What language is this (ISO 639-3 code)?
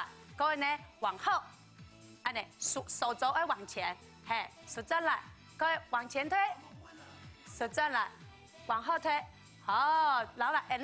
hak